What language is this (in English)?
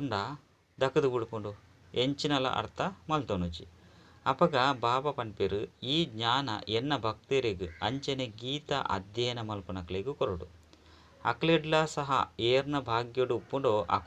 Tulu